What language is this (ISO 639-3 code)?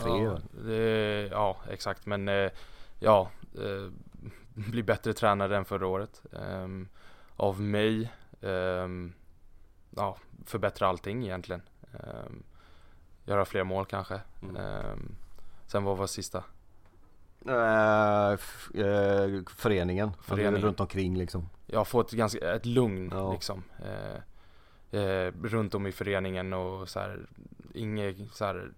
swe